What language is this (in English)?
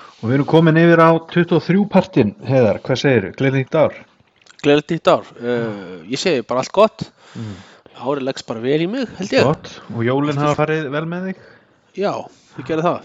Icelandic